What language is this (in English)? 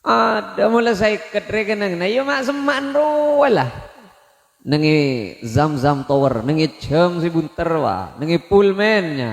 Madurese